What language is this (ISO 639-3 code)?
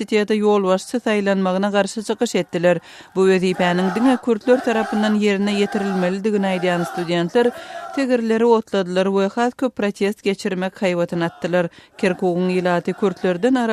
tuk